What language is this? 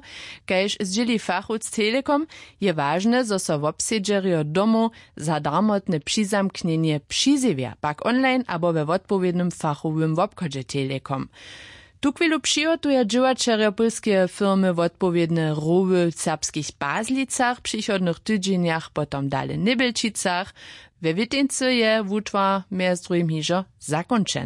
Upper Sorbian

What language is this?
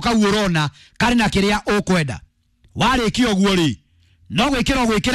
Kikuyu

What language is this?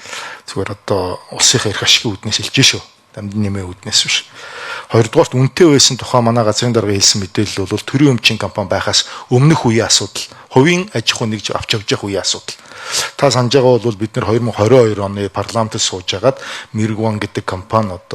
Mongolian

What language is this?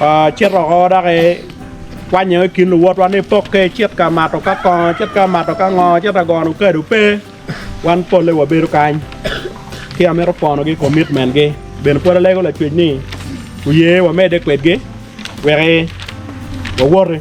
Acoli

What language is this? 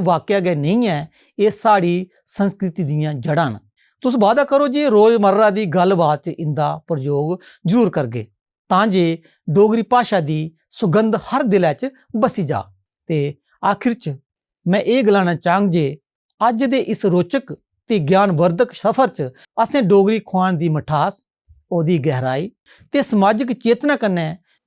Dogri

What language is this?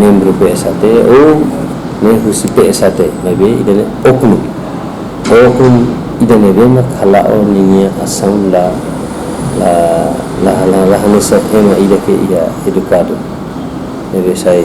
Tetum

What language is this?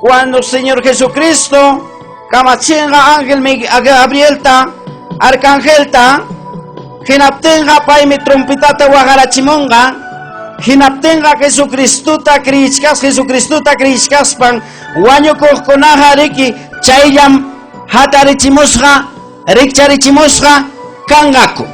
Ayacucho Quechua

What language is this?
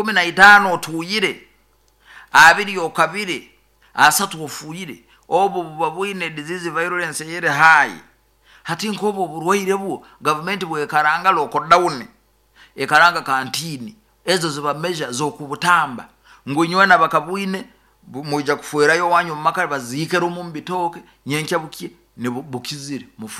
Nyoro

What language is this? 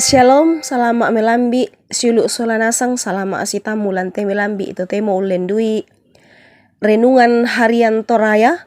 Toraja-Sa'dan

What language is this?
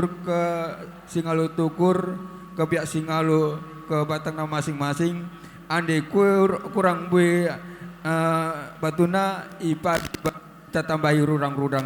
Batak Karo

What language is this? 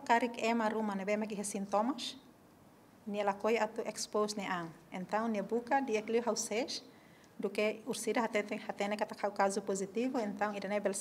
Tetum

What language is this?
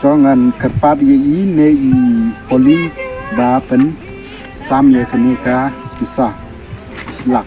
Khasi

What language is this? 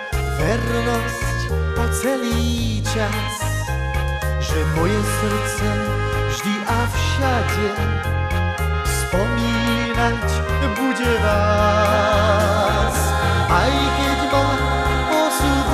Slovak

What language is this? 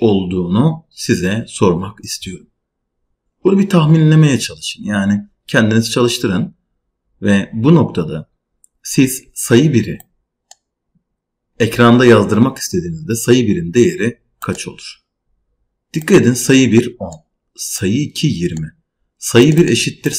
Turkish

